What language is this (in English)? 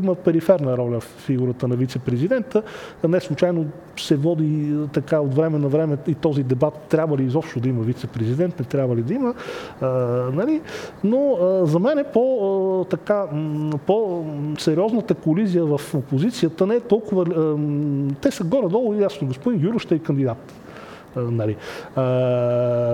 Bulgarian